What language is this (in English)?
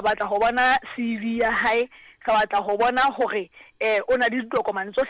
Southern Sotho